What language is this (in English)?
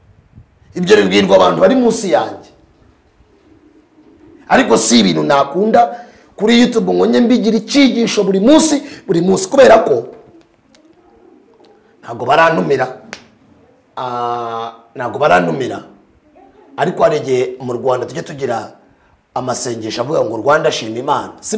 Kinyarwanda